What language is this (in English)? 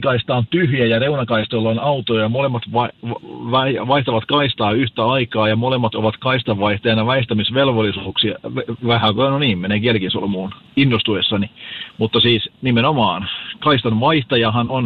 Finnish